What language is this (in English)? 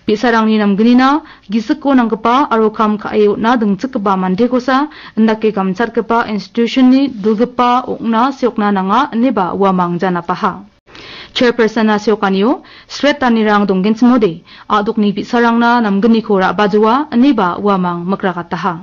Garo